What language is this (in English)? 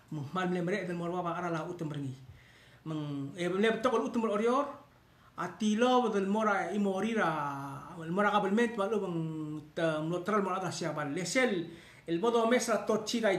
Palauan